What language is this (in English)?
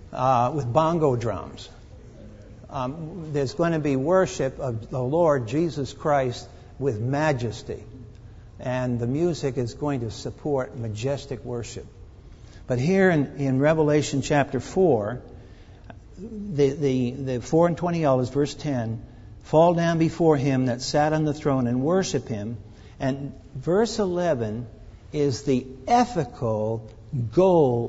English